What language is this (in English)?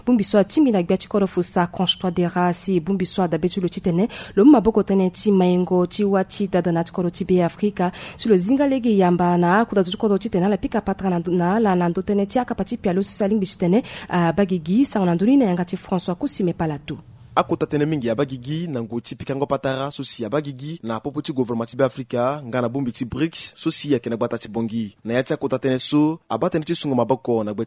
Sango